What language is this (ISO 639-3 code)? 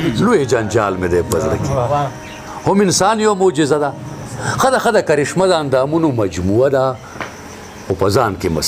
pus